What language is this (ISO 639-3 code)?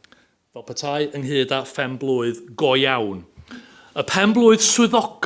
cym